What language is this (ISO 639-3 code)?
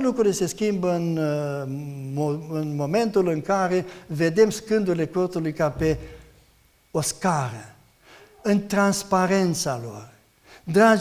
ron